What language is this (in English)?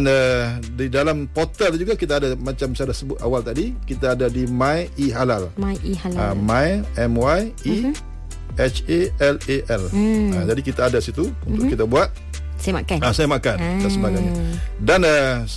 Malay